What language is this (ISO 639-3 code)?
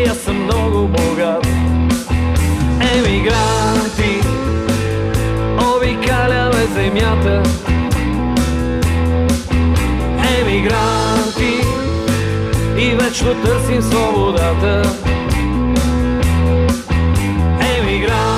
bul